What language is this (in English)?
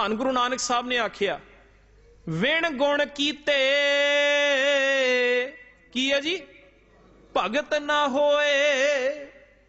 Punjabi